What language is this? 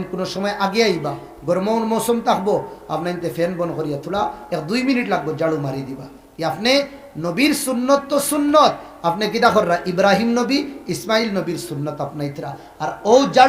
Sylheti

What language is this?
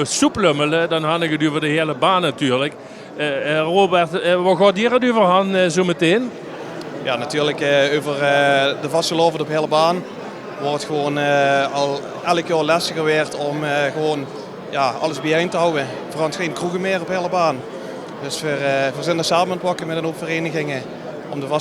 Limburgish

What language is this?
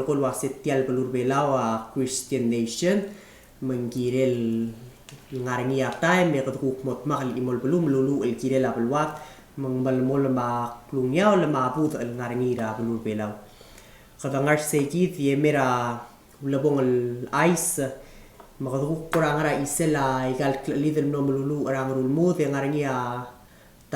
Palauan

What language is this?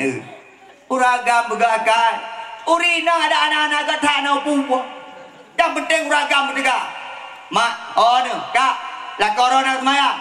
Achinese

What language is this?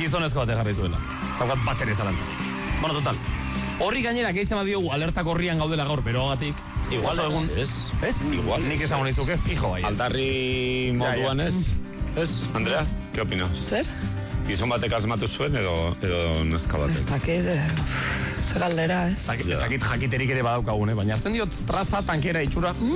Basque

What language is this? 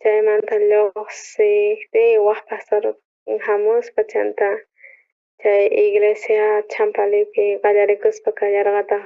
South Bolivian Quechua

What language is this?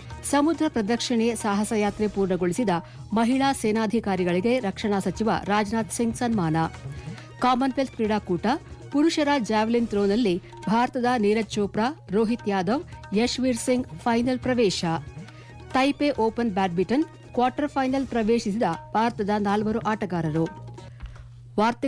Kannada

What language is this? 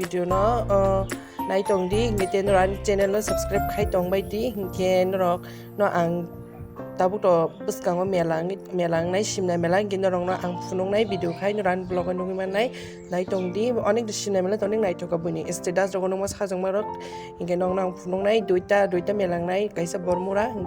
Kok Borok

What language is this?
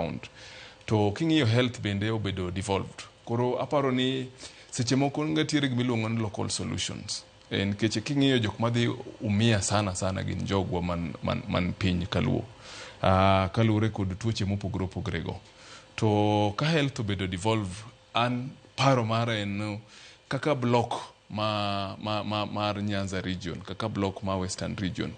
Luo (Kenya and Tanzania)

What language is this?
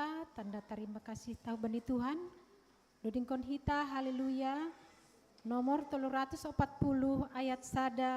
Batak Simalungun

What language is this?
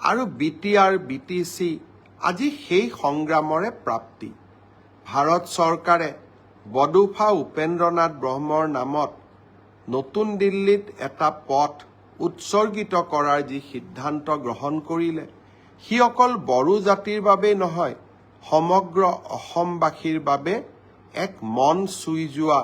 Assamese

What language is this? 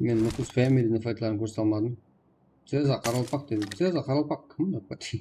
Kara-Kalpak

